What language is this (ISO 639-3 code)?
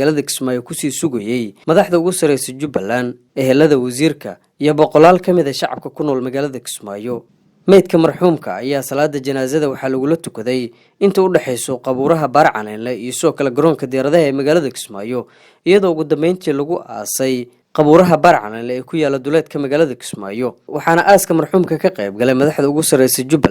som